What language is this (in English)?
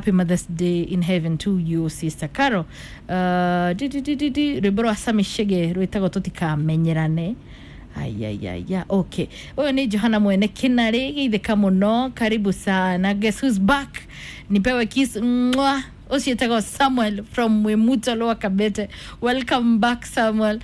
Kikuyu